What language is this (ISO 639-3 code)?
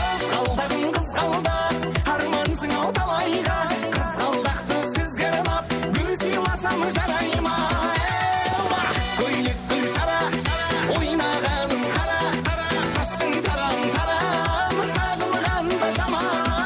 kaa